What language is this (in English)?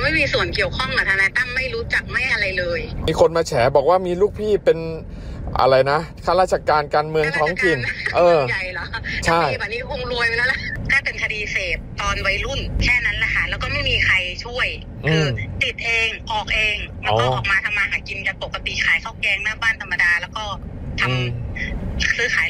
Thai